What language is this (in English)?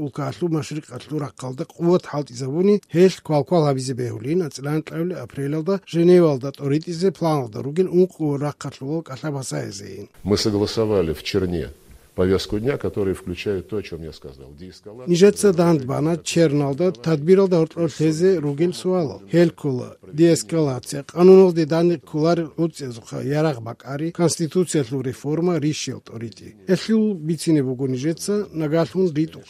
Avaric